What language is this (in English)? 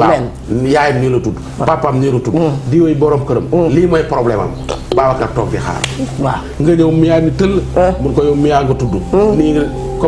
Wolof